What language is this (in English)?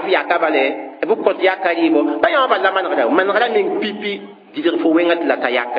Mossi